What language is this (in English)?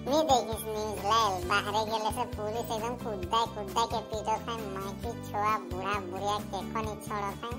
Sadri